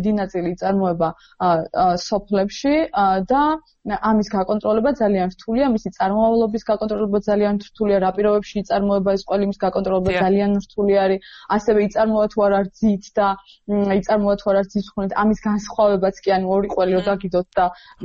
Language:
Georgian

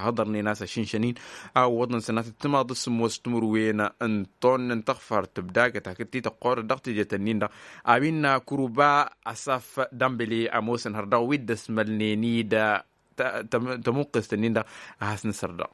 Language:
Tamasheq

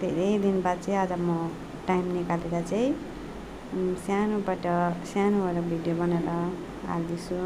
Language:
Nepali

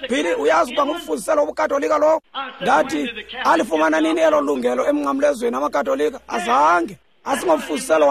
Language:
Xhosa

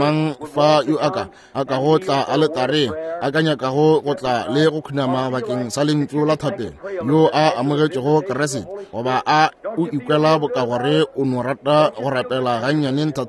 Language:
Northern Sotho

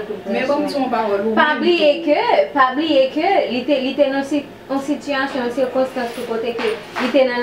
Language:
Haitian Creole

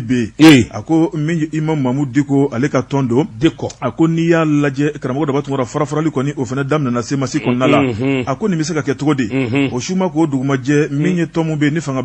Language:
Bambara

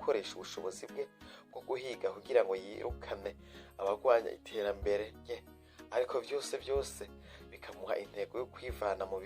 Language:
Rundi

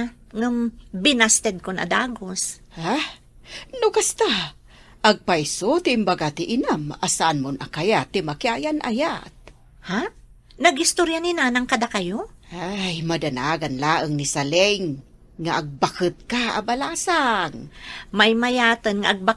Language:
Iloko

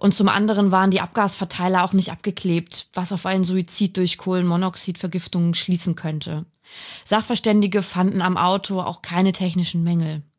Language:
German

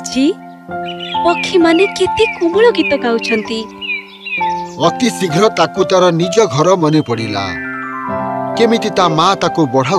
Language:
Odia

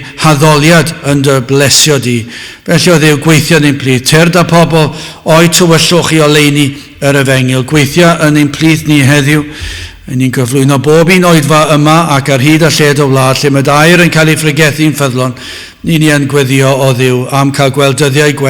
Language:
Welsh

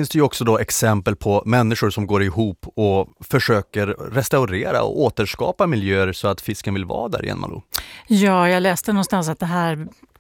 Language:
Swedish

